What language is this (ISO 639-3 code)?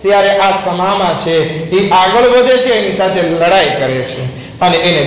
guj